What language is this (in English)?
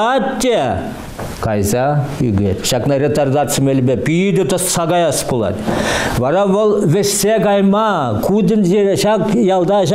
Chuvash